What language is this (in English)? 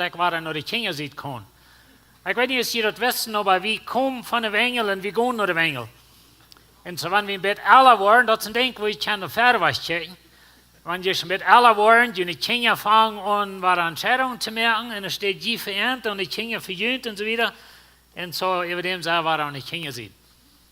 Plautdietsch